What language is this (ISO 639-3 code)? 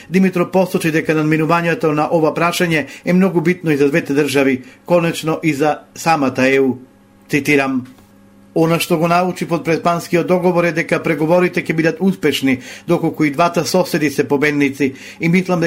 mkd